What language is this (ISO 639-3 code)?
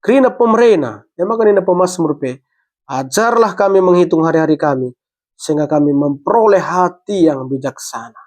btx